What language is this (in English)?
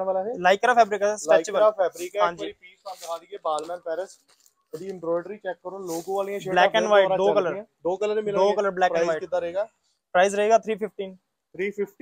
Punjabi